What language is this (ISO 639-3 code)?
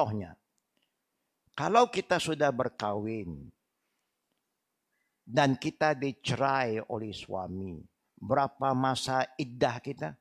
msa